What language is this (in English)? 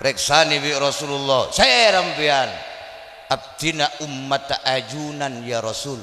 Madurese